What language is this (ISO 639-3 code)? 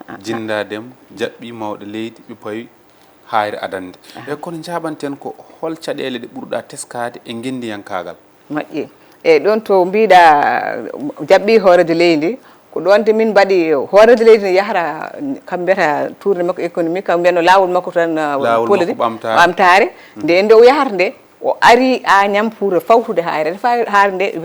ful